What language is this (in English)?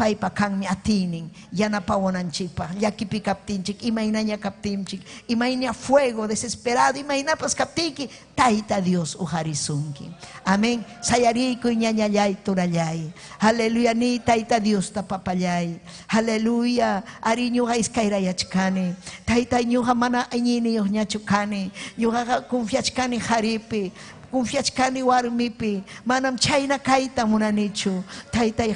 Ayacucho Quechua